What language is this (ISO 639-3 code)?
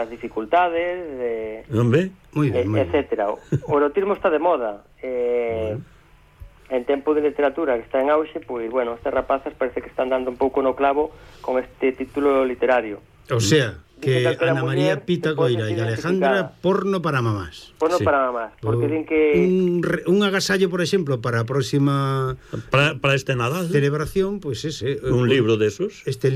glg